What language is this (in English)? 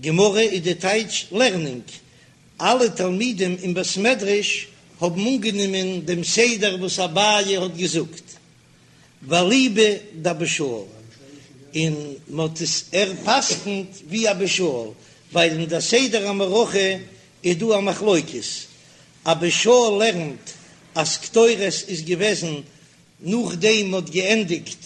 Yiddish